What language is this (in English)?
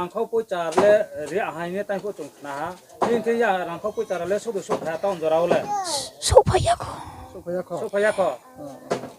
Riang (India)